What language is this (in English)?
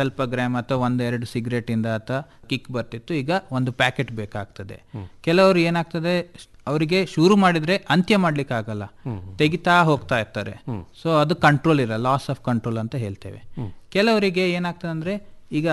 Kannada